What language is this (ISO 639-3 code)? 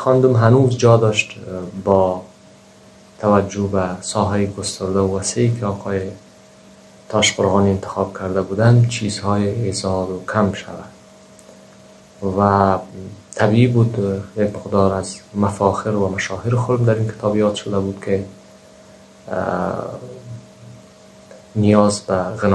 fas